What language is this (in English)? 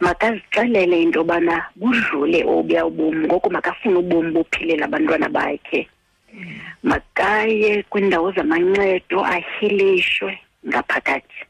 Xhosa